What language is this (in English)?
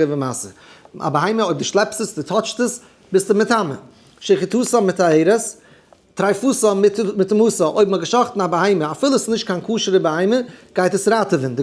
Yiddish